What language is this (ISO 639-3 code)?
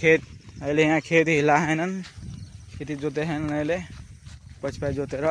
nep